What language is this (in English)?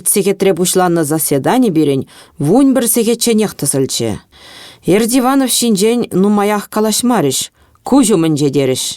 Chuvash